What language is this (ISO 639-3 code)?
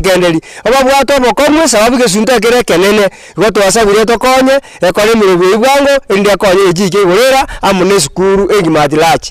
guz